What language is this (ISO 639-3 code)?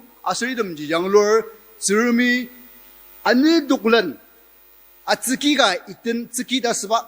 njo